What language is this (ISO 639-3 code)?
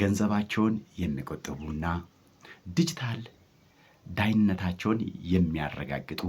amh